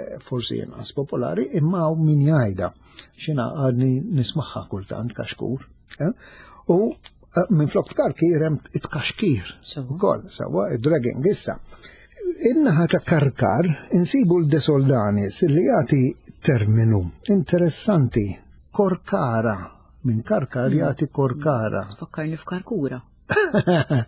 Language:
Maltese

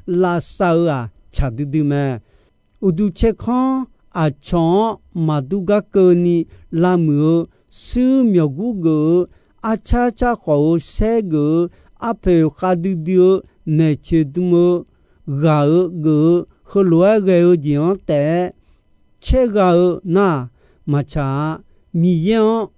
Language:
Akha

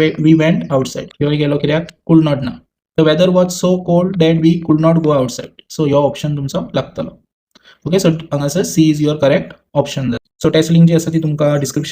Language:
Konkani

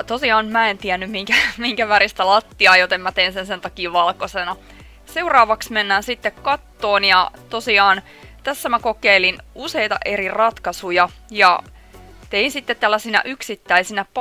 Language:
Finnish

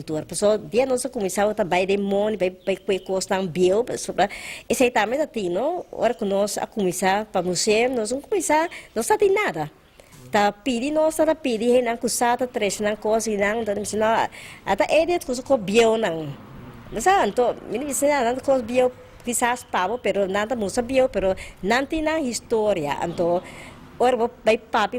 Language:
Papiamento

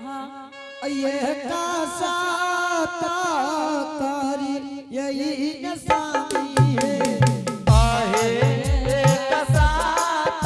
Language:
Angika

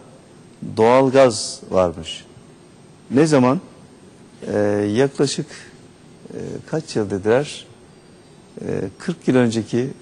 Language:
Turkish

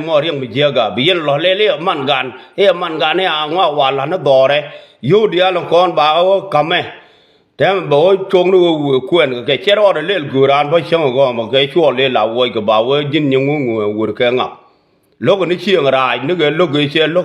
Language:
Nuer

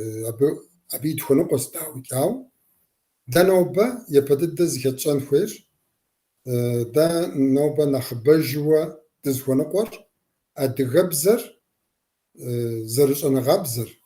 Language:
Kabardian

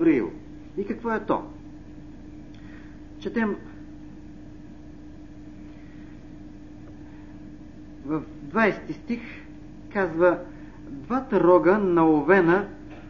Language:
Bulgarian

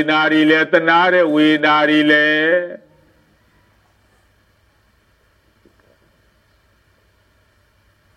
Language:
Burmese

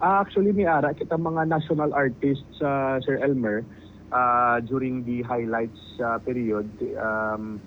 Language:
Hiligaynon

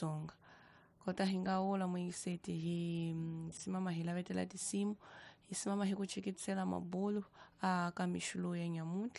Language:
Tsonga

